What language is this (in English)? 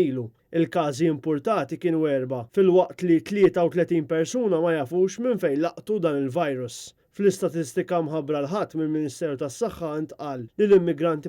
Maltese